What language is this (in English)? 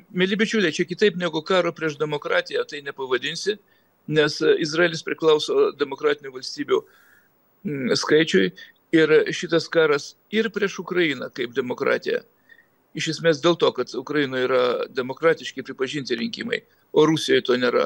Lithuanian